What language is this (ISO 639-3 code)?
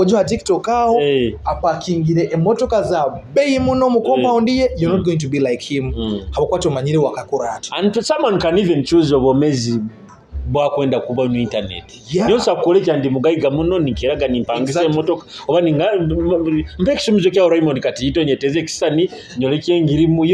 nyo